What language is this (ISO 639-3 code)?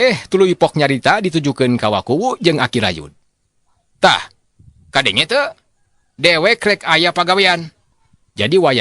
sun